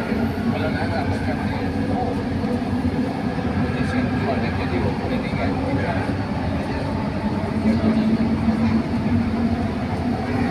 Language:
Malay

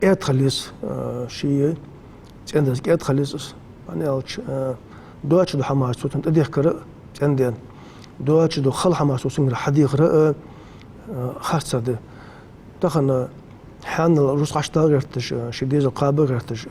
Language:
Ingush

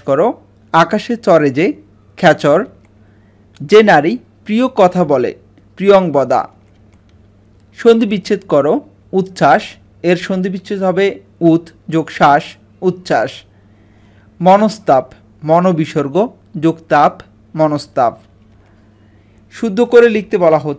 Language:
Bangla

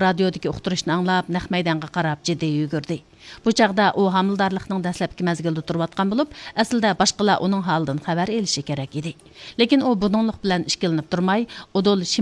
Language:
Uyghur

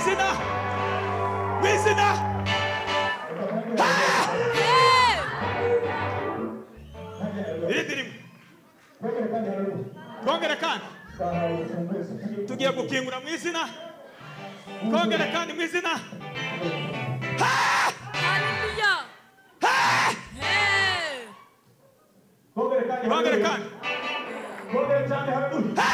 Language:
Kinyarwanda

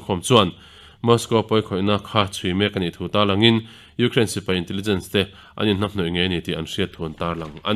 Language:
Mizo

